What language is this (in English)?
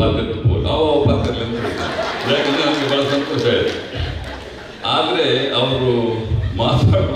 Kannada